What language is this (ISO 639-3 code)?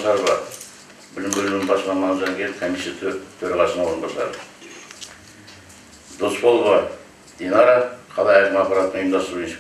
kaz